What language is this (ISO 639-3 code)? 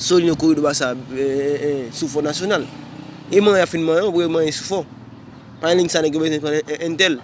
hat